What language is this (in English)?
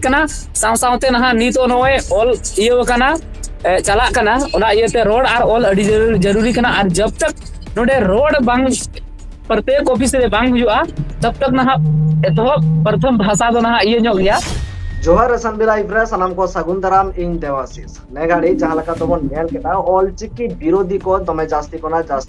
Santali